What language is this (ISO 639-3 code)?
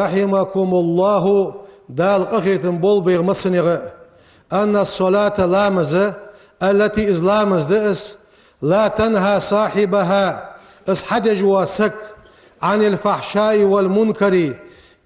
inh